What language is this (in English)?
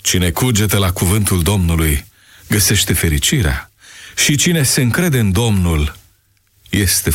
Romanian